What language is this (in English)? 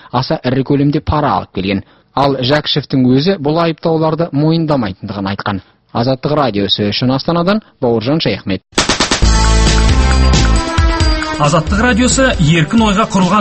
Kazakh